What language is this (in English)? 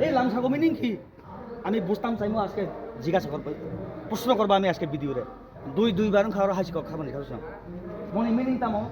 Kok Borok